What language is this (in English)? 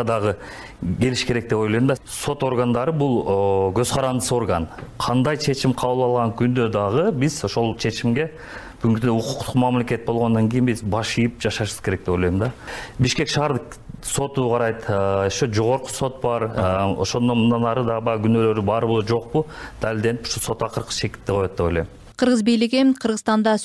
Kyrgyz